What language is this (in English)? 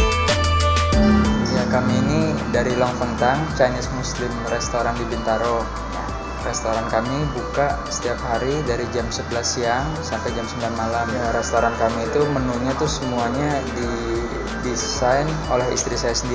Indonesian